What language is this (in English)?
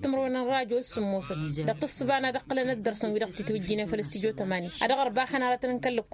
Tamasheq